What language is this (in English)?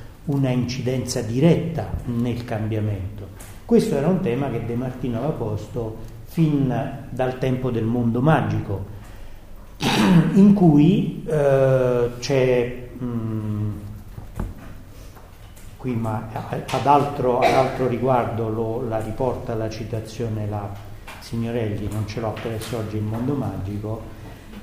Italian